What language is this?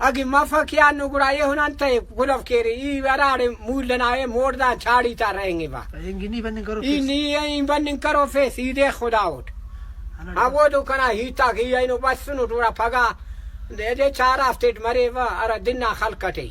Brahui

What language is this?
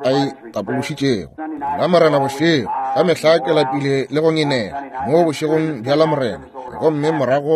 Northern Sotho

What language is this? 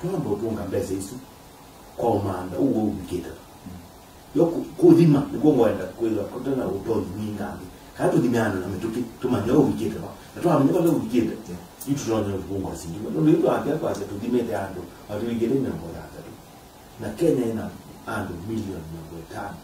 Kamba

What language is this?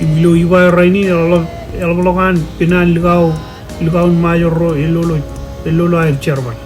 Marshallese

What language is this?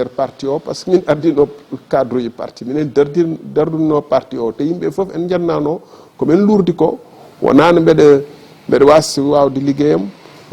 Fula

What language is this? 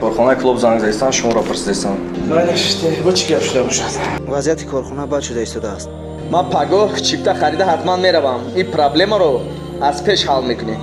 Tajik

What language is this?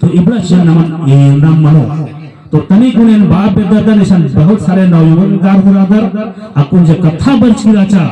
Kurukh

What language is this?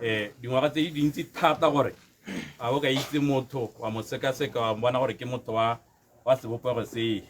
Tswana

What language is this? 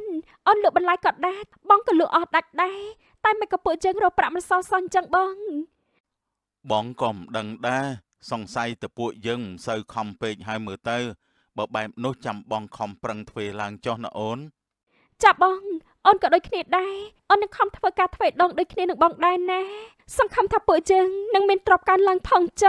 Khmer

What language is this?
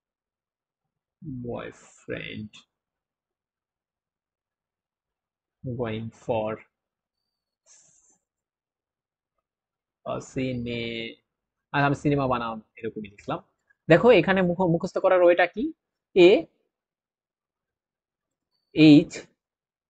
Bangla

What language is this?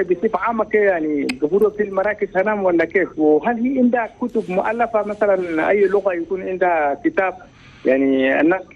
Chadian Arabic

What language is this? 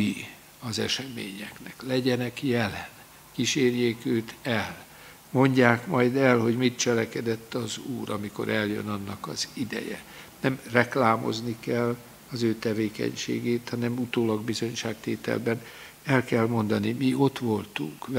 Hungarian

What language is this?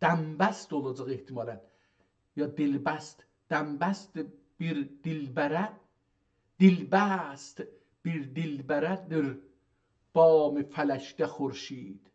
South Azerbaijani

